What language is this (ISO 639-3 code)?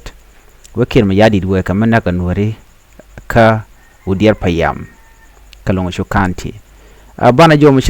nus